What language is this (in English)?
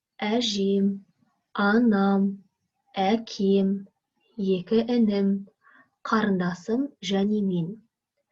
Kazakh